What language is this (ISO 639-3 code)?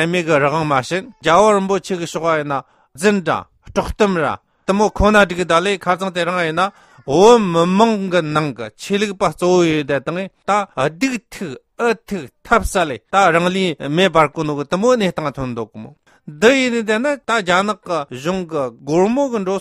bod